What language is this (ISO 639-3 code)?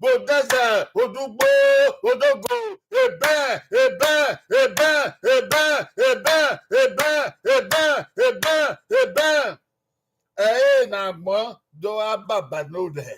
bin